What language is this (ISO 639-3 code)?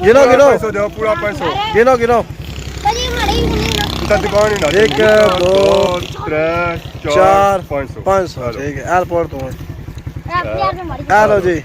phr